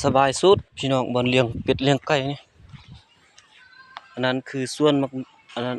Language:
Lao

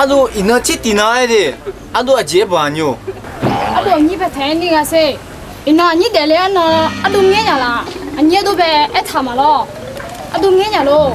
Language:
Akha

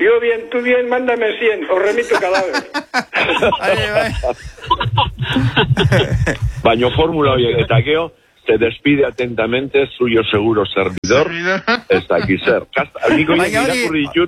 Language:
Basque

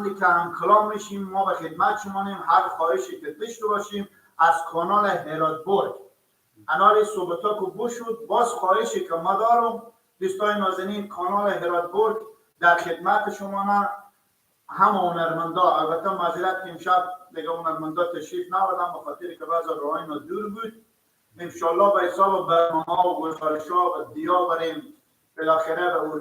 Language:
Persian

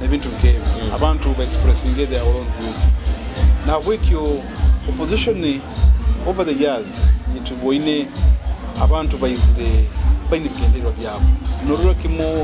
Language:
Nyoro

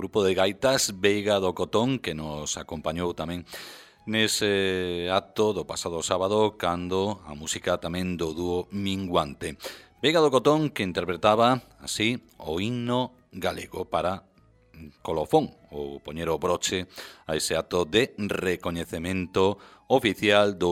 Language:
Galician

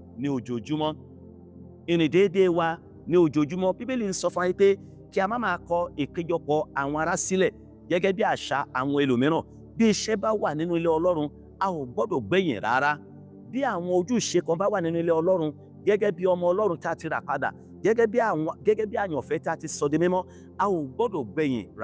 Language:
Yoruba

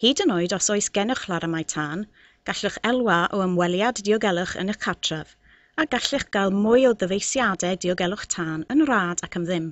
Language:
Welsh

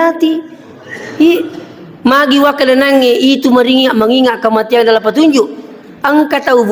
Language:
Buginese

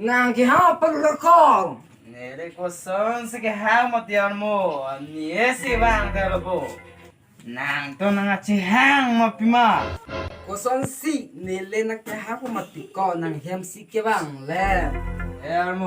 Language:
Karbi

